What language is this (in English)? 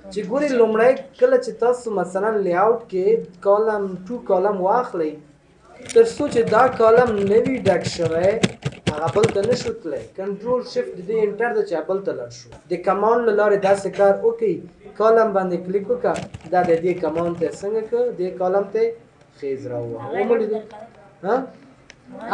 Pashto